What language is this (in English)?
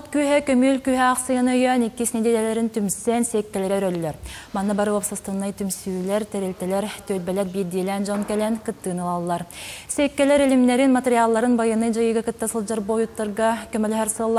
Yakut